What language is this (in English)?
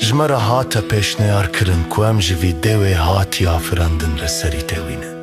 Kurdish